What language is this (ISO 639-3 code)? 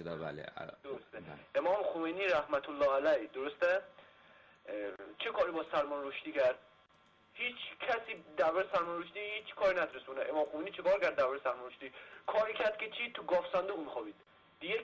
fas